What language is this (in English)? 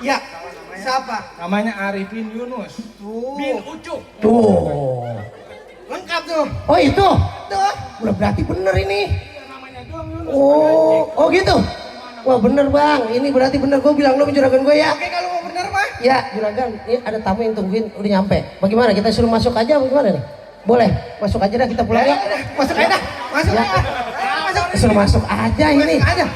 Betawi